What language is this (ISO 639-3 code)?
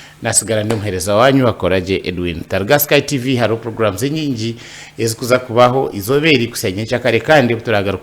nyn